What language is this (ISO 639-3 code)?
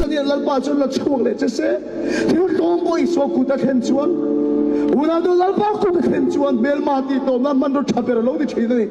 lus